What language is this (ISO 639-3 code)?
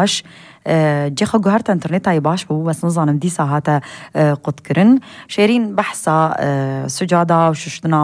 kur